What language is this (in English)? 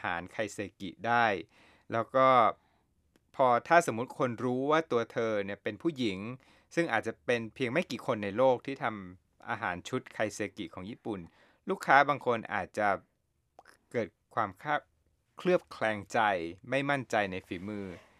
Thai